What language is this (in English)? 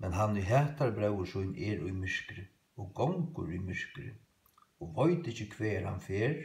Faroese